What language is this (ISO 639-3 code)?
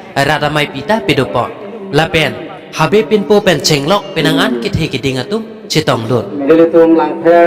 mjw